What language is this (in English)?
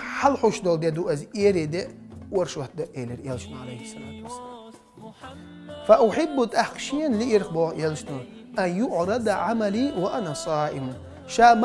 Chechen